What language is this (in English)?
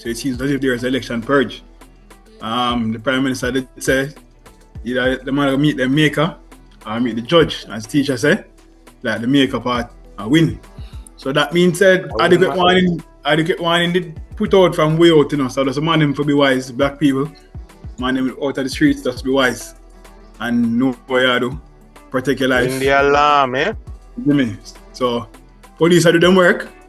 Jamaican Creole English